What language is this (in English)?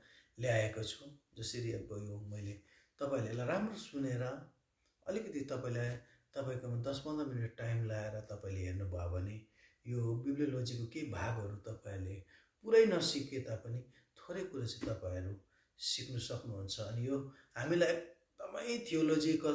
Nepali